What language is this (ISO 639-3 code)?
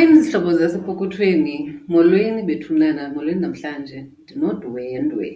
xho